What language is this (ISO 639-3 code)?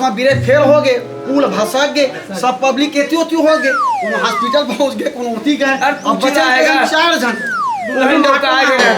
hne